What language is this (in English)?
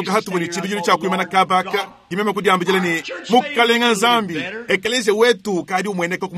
Luba-Lulua